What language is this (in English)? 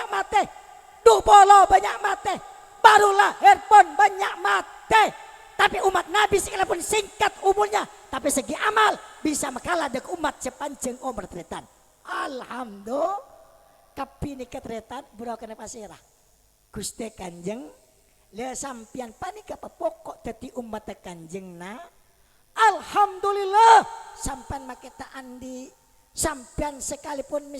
Madurese